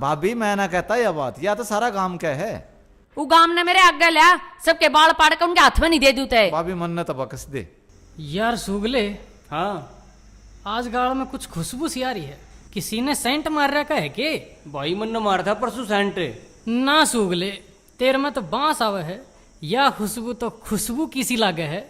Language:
Haryanvi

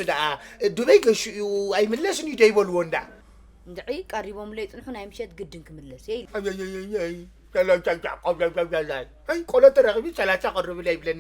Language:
Tigrinya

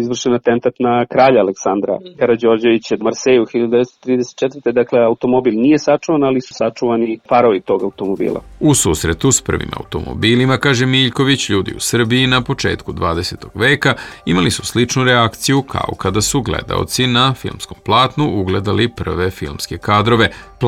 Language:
Serbian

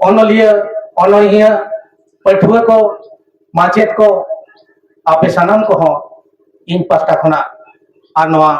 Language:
Santali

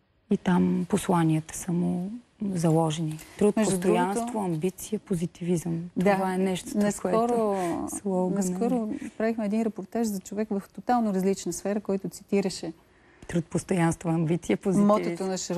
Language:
Bulgarian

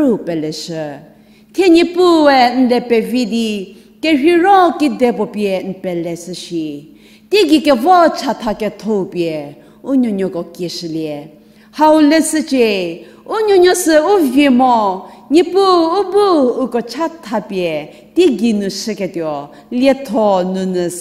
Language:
Angami Naga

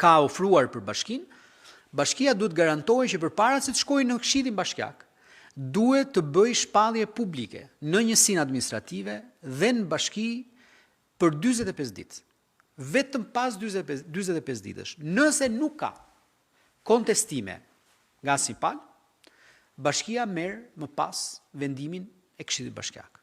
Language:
Albanian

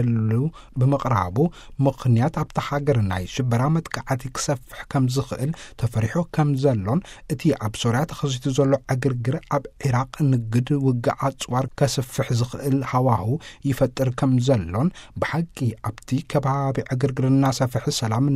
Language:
Tigrinya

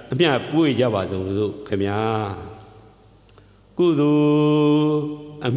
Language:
Burmese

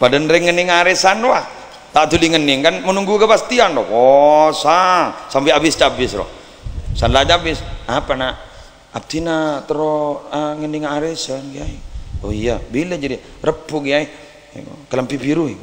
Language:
Madurese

